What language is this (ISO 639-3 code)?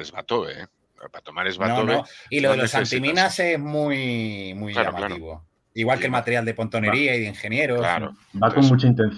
spa